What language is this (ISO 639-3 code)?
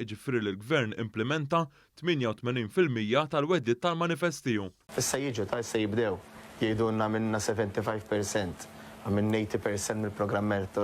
mlt